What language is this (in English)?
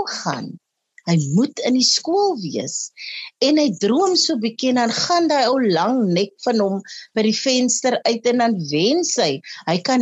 Afrikaans